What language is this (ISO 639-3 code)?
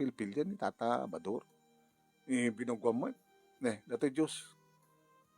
ilo